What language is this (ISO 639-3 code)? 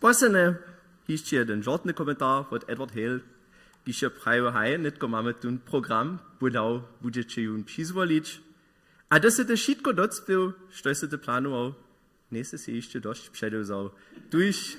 hsb